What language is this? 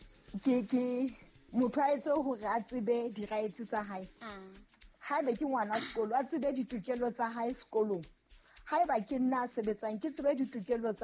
Southern Sotho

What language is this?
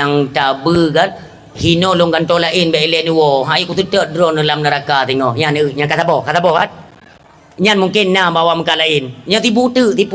Achinese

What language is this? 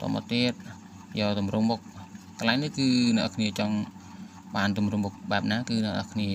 Khmer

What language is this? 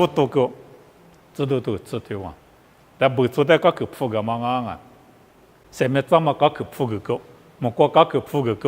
Lisu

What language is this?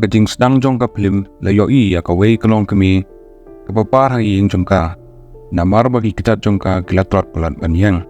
Khasi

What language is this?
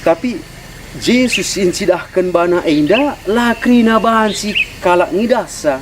Batak Karo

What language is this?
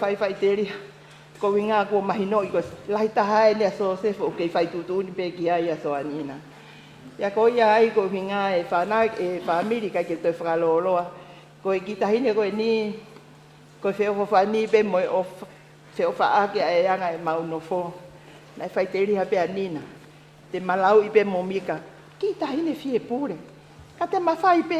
Tongan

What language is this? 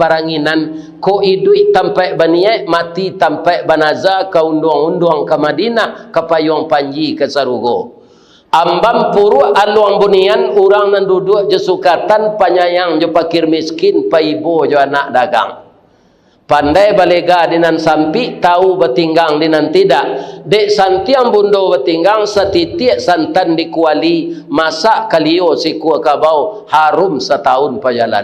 Minangkabau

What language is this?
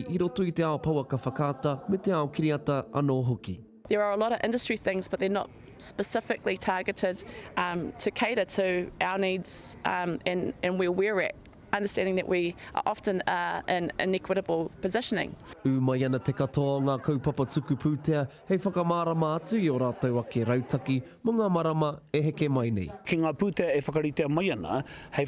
Māori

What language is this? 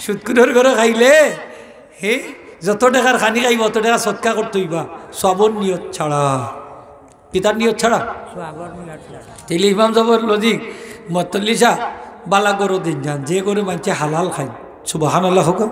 Sylheti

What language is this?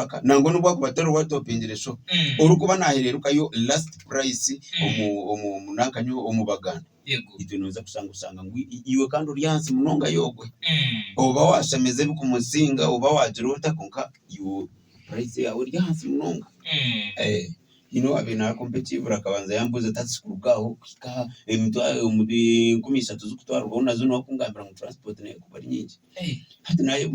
Nyankole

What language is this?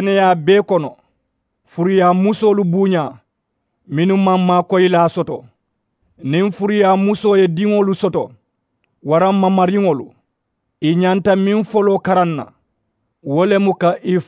Mandingo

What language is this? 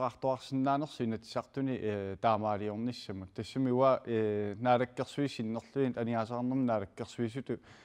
Kalaallisut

